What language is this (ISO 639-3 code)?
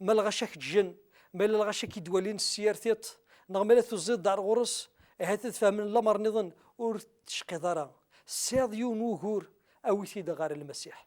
kab